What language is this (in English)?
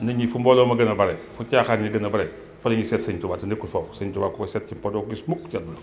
Wolof